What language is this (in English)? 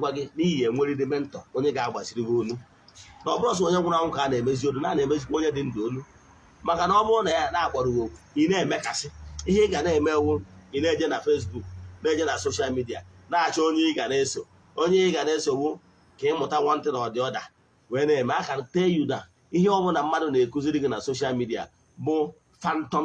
Igbo